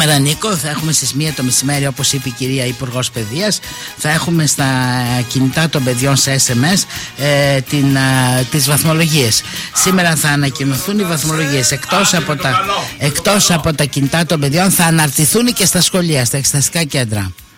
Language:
Greek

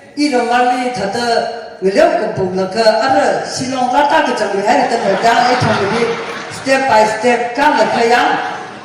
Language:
Tangkhul Naga (India)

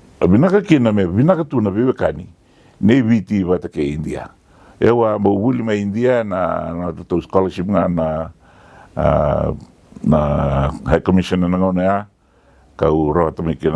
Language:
Fijian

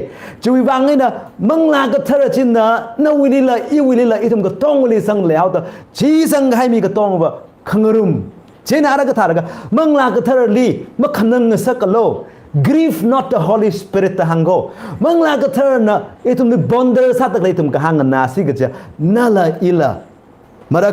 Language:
Tangkhul Naga (India)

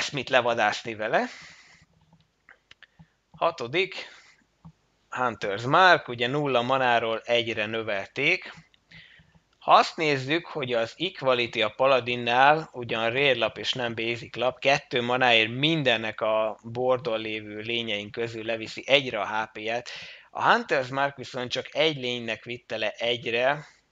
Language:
Hungarian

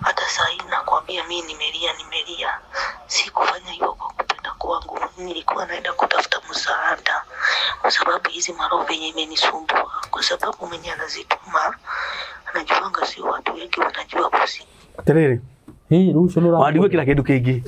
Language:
Kikuyu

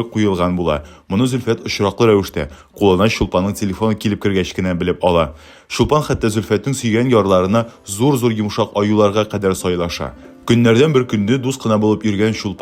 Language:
Tatar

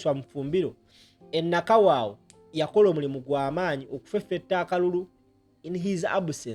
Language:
Ganda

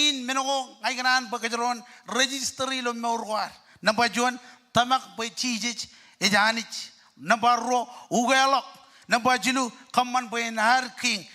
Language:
Marshallese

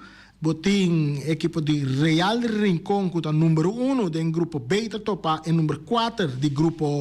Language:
Papiamento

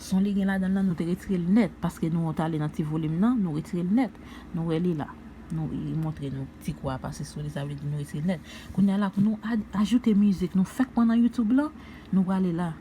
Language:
Haitian Creole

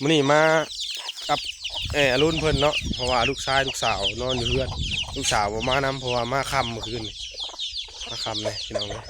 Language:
Northeastern Thai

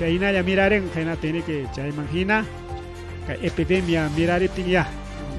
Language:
Ayacucho Quechua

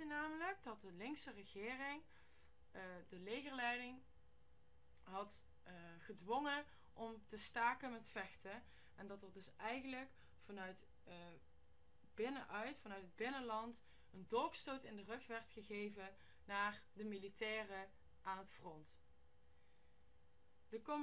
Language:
Dutch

